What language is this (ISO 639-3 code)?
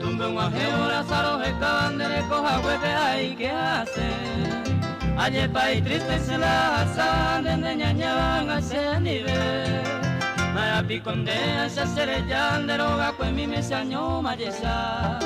grn